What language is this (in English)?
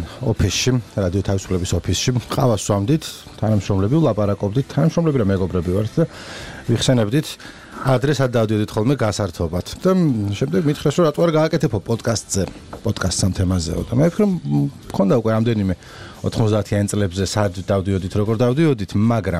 Georgian